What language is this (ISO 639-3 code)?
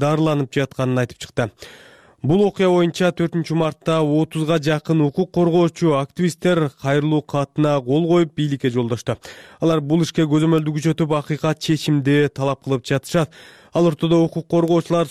kir